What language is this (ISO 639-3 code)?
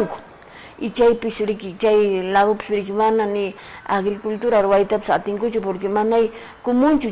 que